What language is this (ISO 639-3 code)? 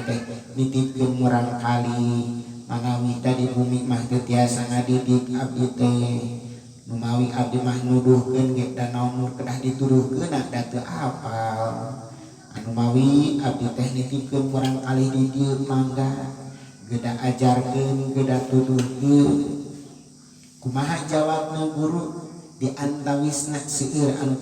sun